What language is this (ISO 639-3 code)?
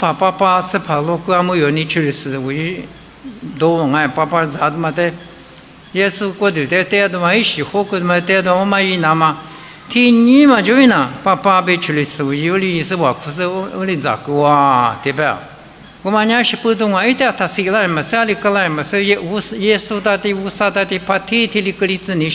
lis